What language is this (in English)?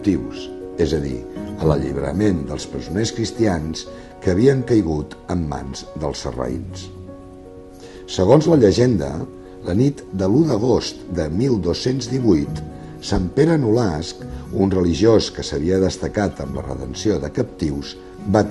Catalan